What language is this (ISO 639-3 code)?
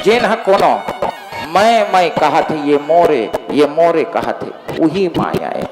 hne